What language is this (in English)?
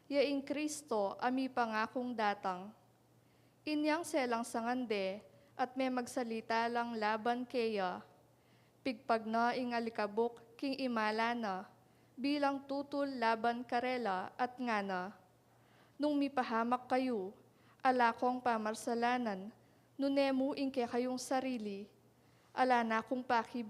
Pampanga